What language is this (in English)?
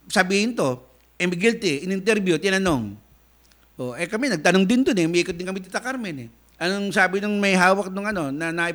Filipino